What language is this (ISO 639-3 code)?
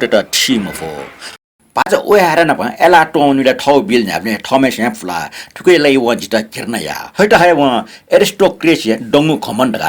new